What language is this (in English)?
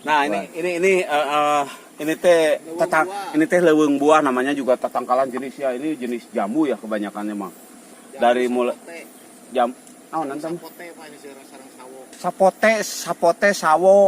Sundanese